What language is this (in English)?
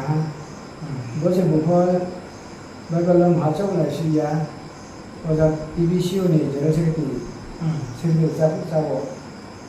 Riang (India)